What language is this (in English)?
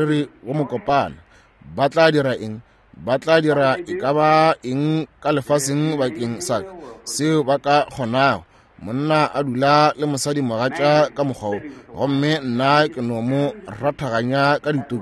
Northern Sotho